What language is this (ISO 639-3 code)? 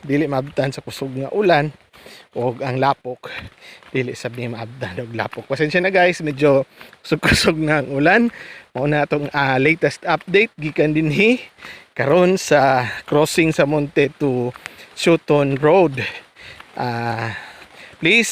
ceb